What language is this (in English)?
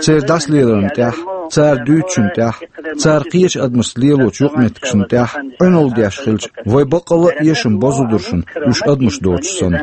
Chechen